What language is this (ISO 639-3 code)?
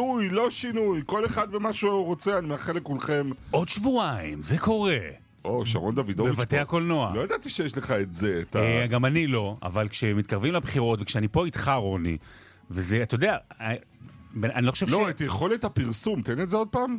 heb